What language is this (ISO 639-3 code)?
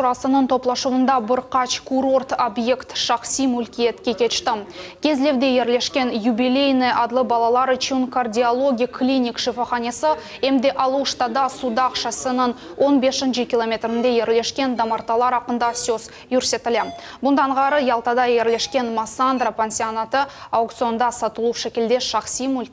crh